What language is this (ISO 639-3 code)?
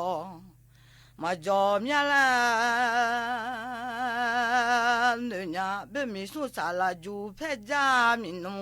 ahk